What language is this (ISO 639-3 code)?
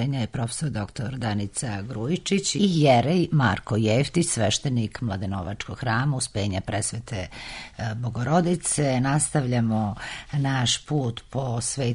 srp